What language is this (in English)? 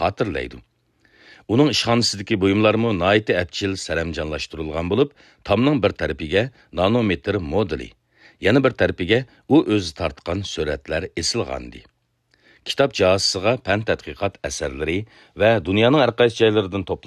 Uyghur